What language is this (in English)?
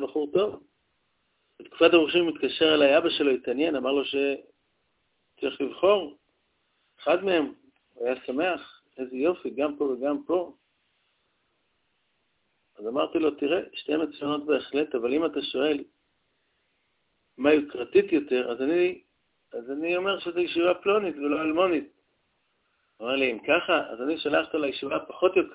Hebrew